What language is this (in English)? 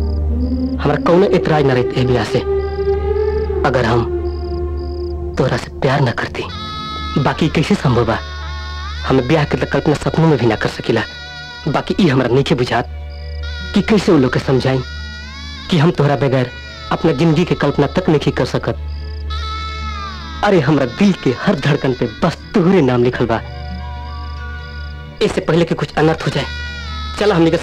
Bhojpuri